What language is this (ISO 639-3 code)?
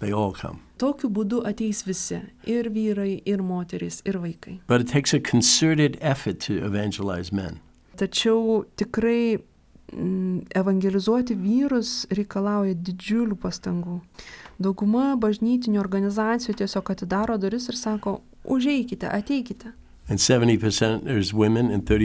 lit